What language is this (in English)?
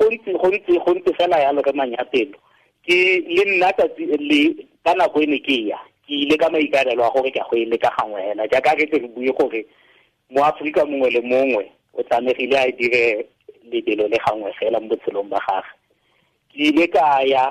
Tswana